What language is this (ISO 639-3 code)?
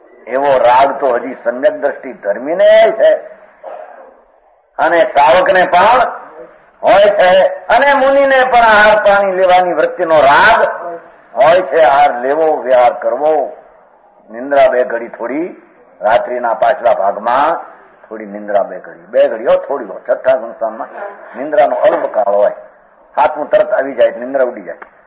guj